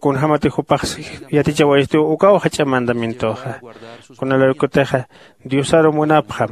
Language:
Aymara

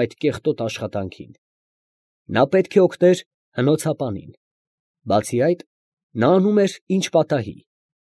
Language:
Armenian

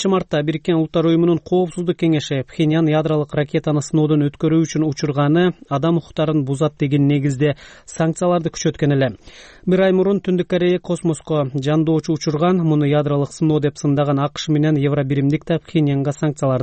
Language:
Kyrgyz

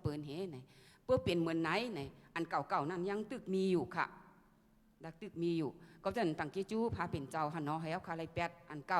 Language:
Shan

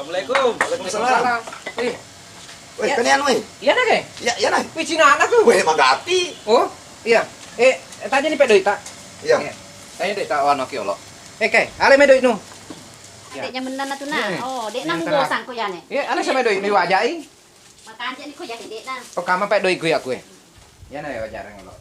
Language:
Buginese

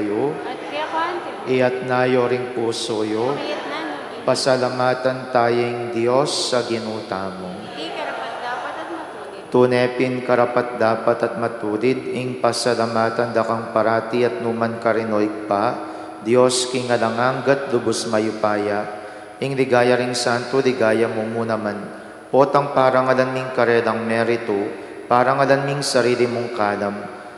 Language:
Pampanga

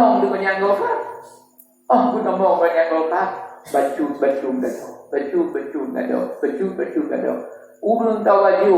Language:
Achinese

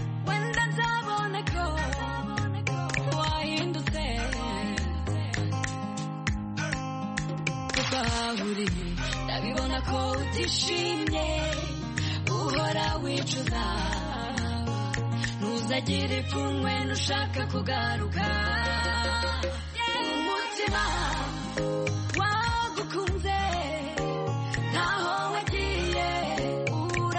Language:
Kinyarwanda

